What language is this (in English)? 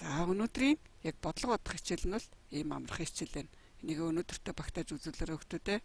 Mongolian